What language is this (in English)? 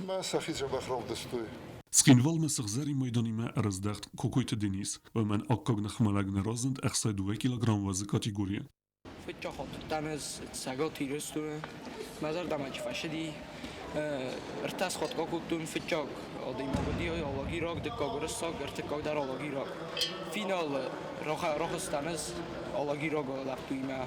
Ossetic